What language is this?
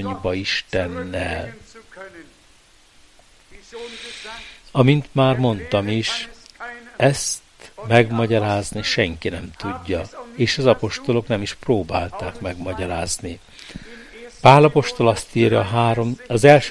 Hungarian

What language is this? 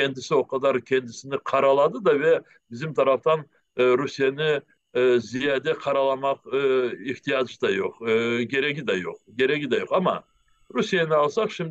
Crimean Tatar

